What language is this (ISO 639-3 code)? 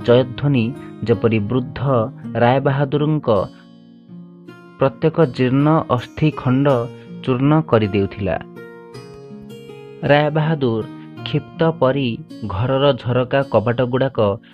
ori